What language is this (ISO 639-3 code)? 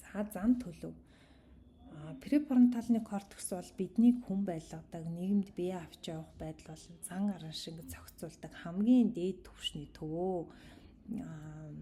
mon